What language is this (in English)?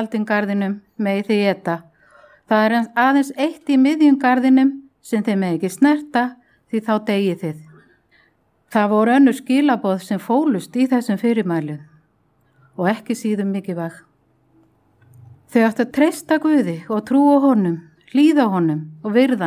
Icelandic